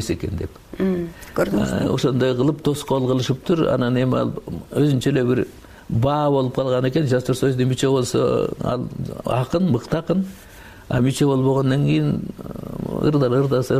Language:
Kyrgyz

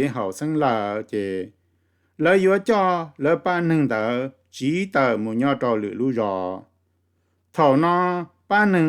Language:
Hmong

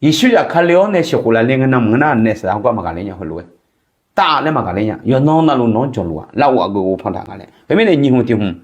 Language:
Akha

